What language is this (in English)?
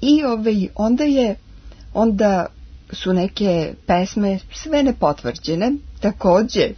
Serbian